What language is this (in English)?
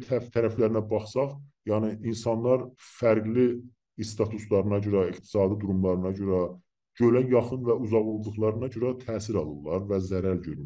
South Azerbaijani